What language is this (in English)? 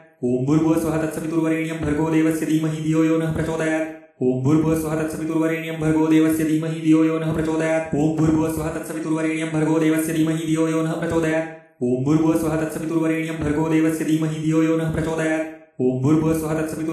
Sanskrit